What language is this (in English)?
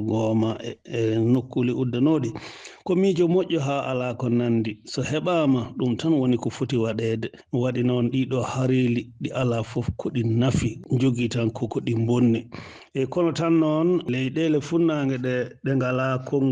Fula